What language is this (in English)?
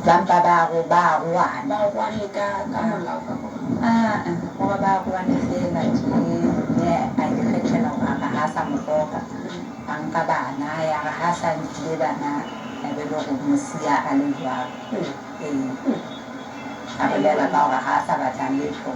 Southern Sotho